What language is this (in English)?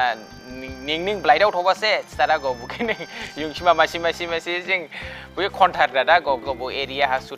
Dimasa